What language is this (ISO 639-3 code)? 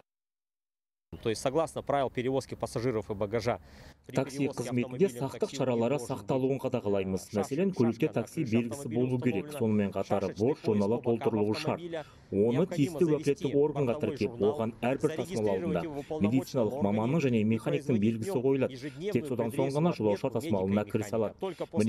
kaz